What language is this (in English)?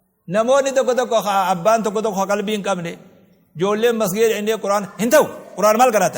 Oromo